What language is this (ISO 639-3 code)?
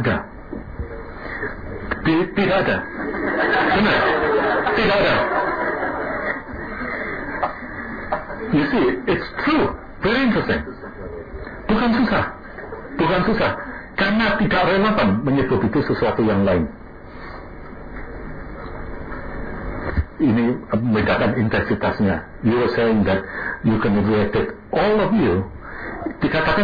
ind